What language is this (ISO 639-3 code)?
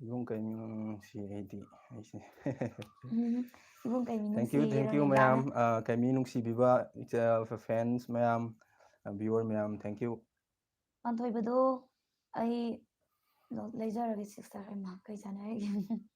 mni